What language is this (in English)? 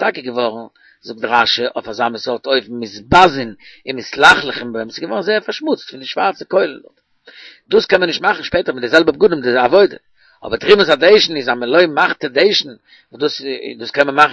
Yiddish